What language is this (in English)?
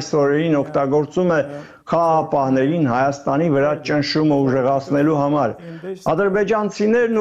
Armenian